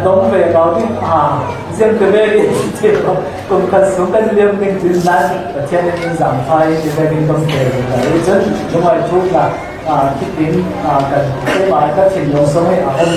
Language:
Falam Chin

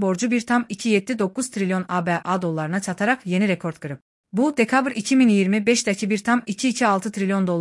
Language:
Azerbaijani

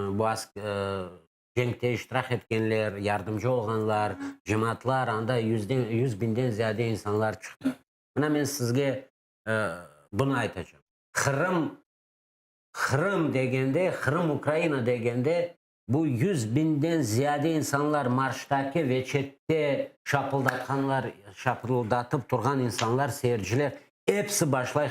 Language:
Crimean Tatar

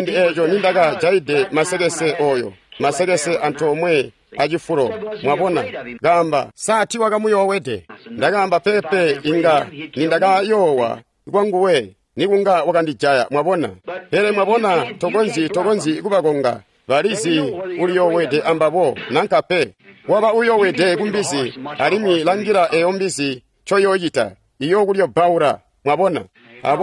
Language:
Tonga (Zambia)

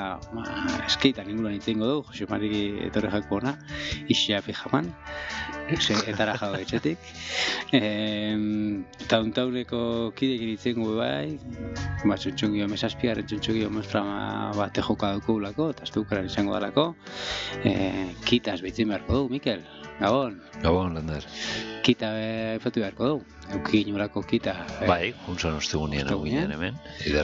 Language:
Basque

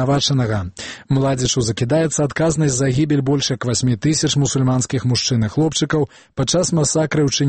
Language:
Belarusian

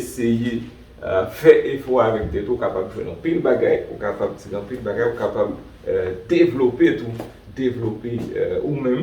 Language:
Haitian Creole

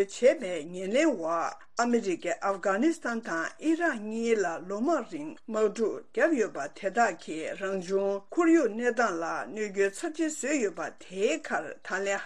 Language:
Tibetan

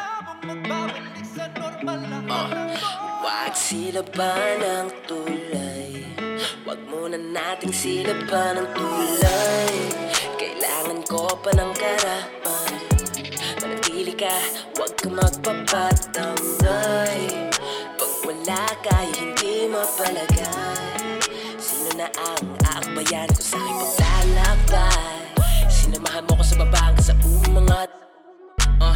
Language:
Filipino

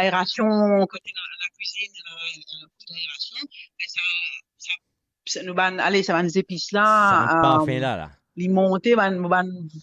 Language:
Morisyen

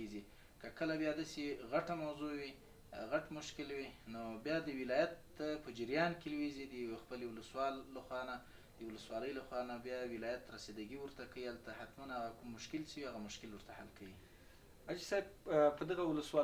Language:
Pashto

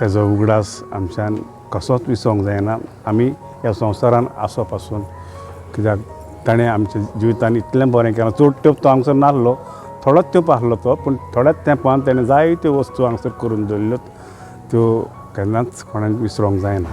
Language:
Konkani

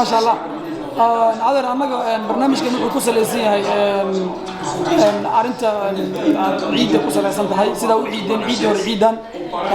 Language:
Somali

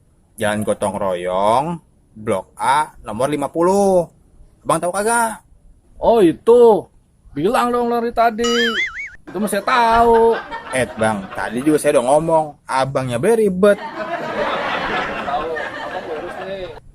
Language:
Betawi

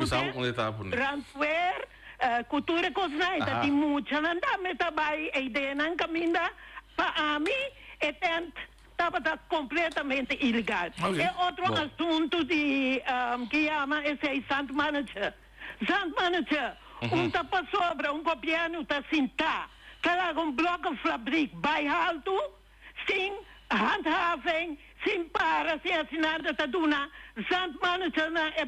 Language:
Papiamento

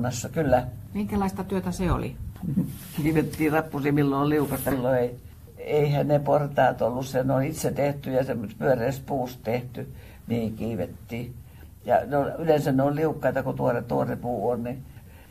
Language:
Finnish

